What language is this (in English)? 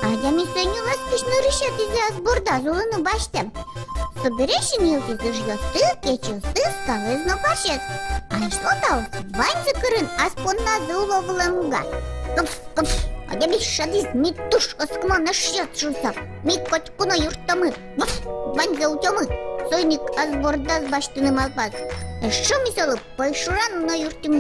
Udmurt